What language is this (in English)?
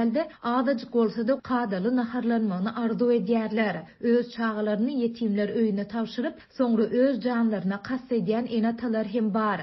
Turkmen